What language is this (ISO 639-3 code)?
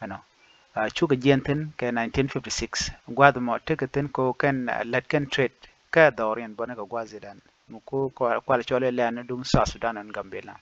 nus